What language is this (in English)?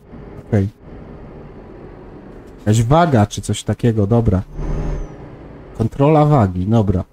Polish